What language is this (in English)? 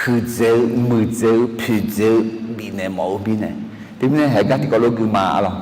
Akha